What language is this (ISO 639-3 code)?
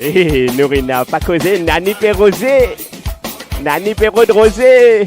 mfe